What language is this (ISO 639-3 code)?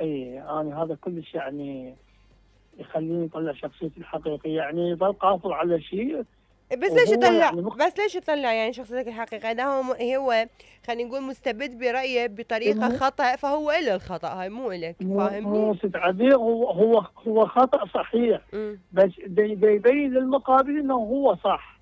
acm